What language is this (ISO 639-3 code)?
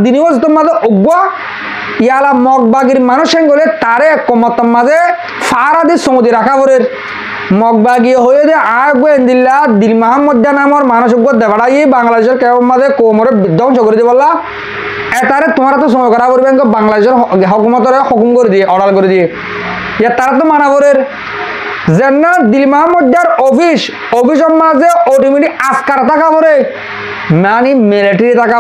rhg